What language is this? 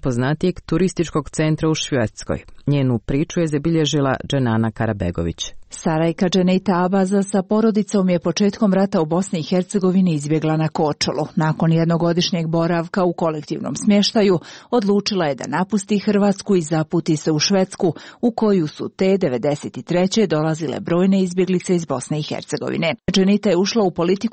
Croatian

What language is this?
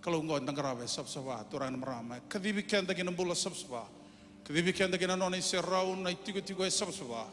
Fijian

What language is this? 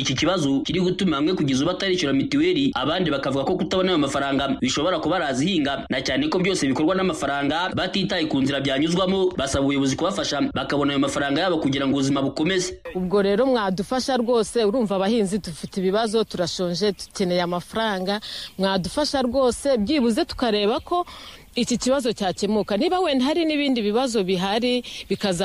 Kinyarwanda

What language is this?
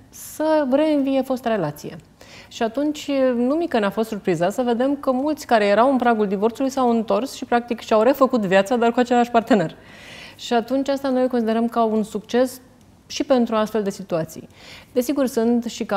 Romanian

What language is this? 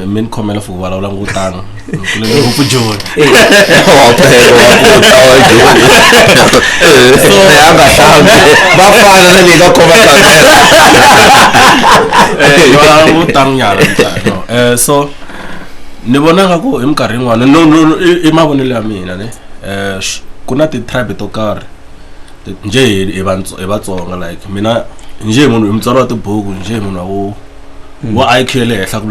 Tsonga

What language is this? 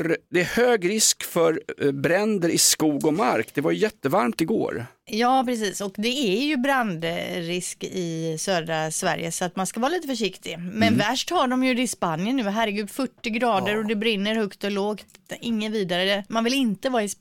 Swedish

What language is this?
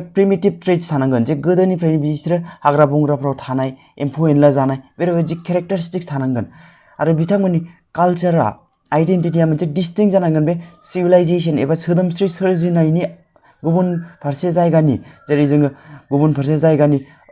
Bodo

